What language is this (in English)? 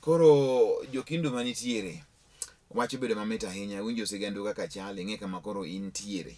Luo (Kenya and Tanzania)